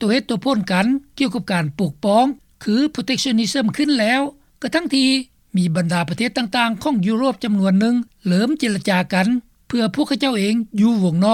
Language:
Lao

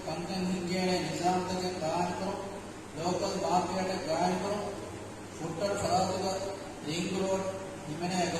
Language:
Divehi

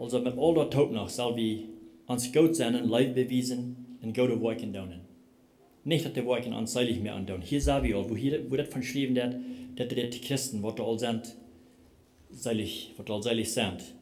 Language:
Plautdietsch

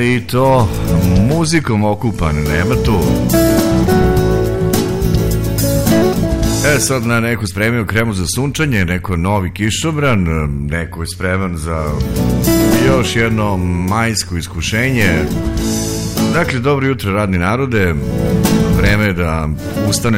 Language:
Serbian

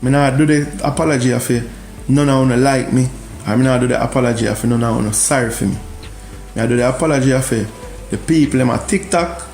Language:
Jamaican Creole English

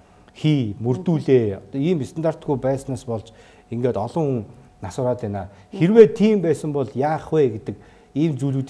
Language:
Mongolian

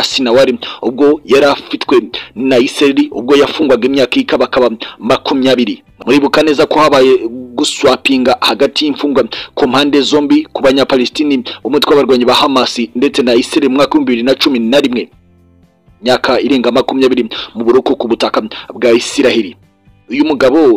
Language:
Kinyarwanda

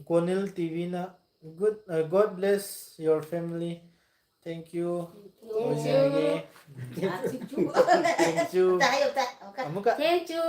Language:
Manipuri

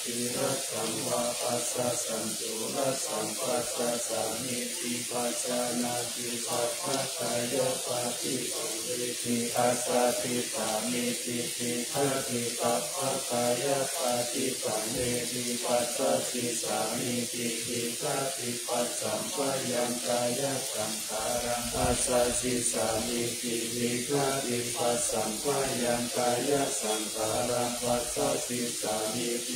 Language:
Pali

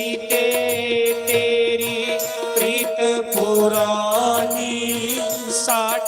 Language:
Dogri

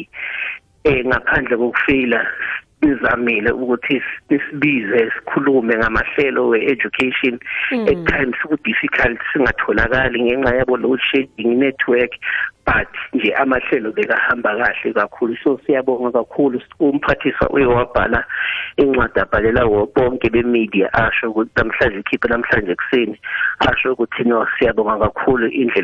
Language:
South Ndebele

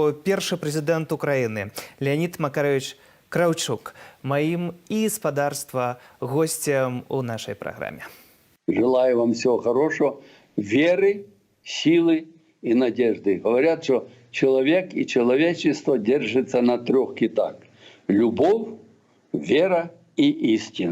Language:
Belarusian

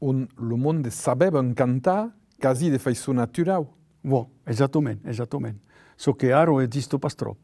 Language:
Occitan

